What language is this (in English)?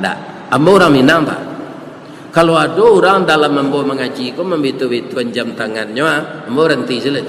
Minangkabau